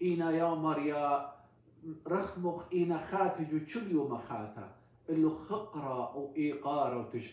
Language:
Assyrian Neo-Aramaic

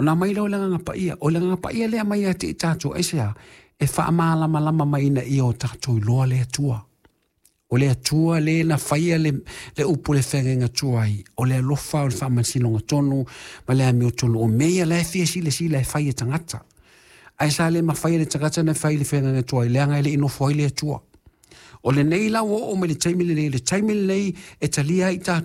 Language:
Samoan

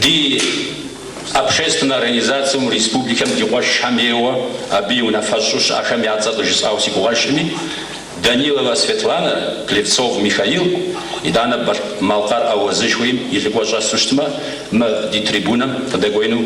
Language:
Kabardian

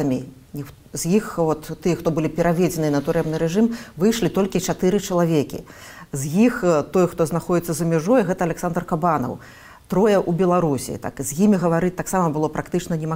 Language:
Belarusian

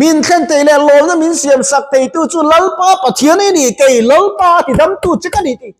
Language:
Mizo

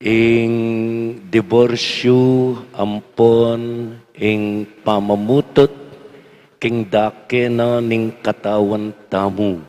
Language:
Pampanga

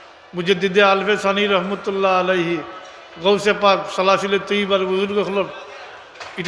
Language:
Sylheti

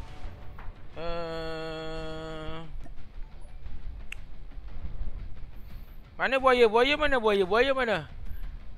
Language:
Malay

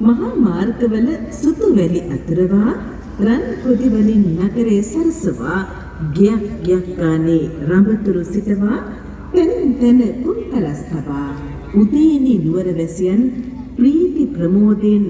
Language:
Sinhala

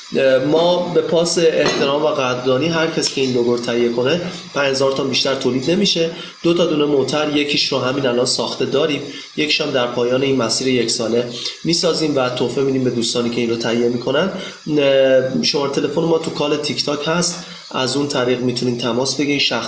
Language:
Persian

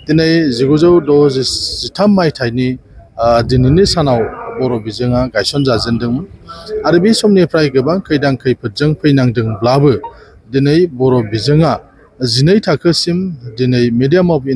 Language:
Bodo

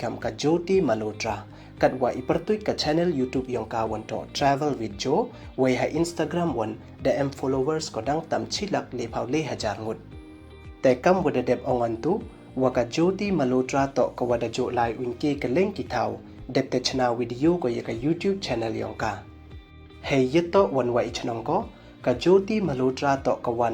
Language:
Pnar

